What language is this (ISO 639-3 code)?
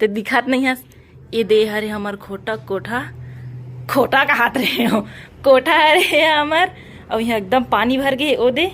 hne